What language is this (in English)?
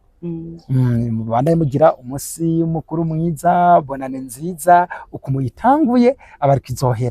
Rundi